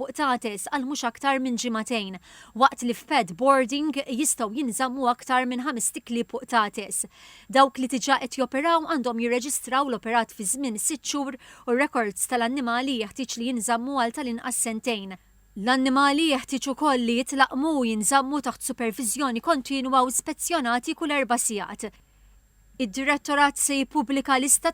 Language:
Maltese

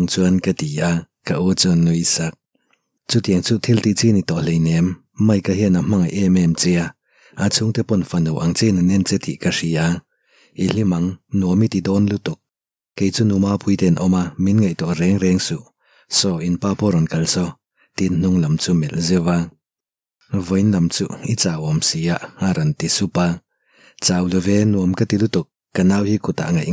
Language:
Mizo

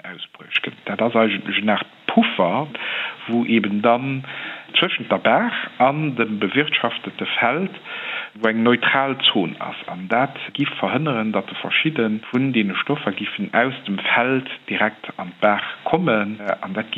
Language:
Luxembourgish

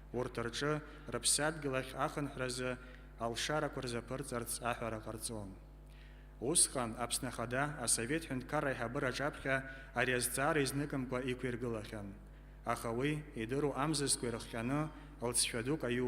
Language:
Abkhazian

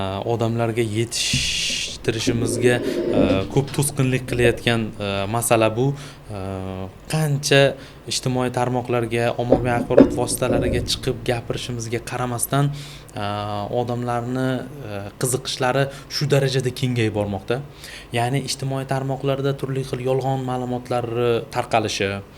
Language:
Uzbek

